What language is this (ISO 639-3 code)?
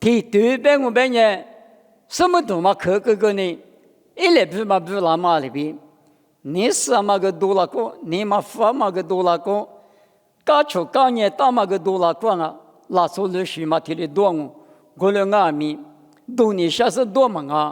lis